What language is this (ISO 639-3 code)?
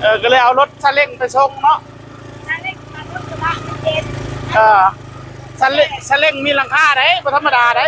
tts